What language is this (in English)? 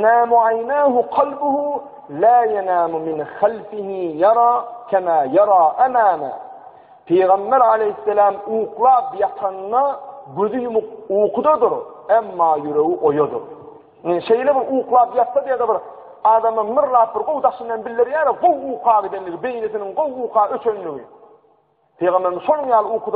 Turkmen